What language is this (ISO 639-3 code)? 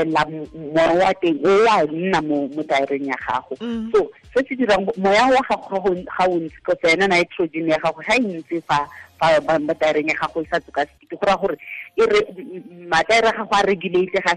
tsn